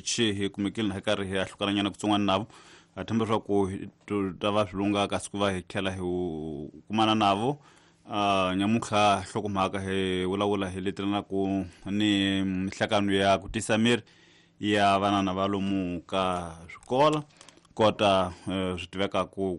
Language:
Tsonga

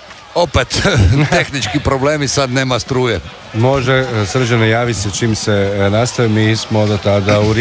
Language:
Croatian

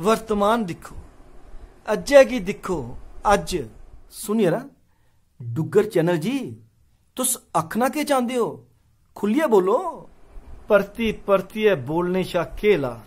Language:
Dogri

